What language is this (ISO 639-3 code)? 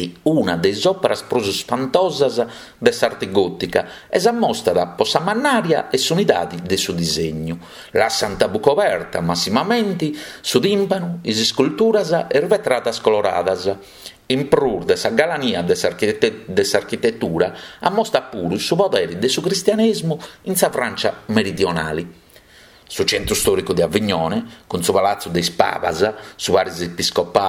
srd